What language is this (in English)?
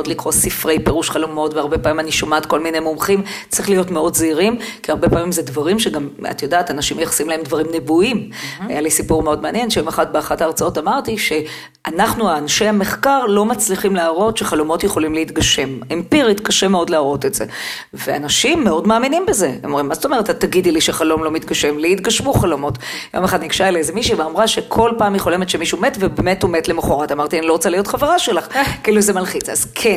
Hebrew